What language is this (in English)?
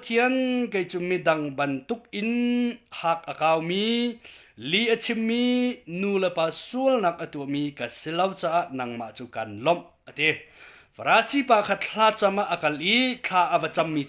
Hakha Chin